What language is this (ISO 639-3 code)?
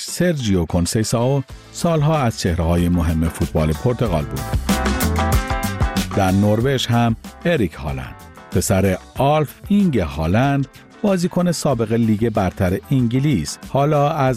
fas